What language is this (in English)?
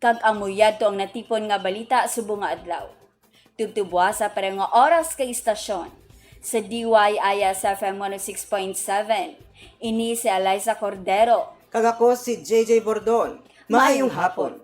Hiligaynon